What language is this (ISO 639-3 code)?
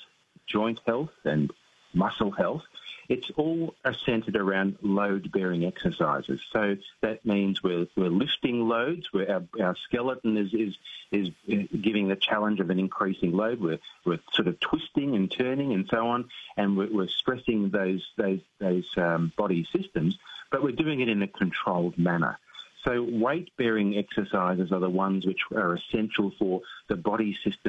eng